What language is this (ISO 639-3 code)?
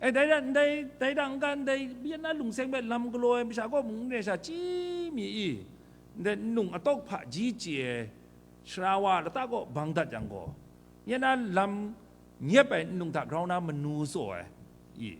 kac